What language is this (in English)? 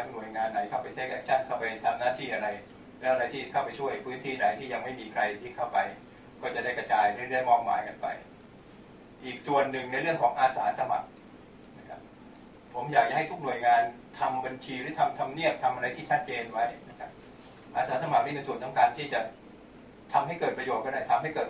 Thai